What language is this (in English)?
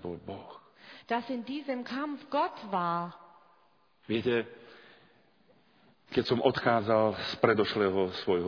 Slovak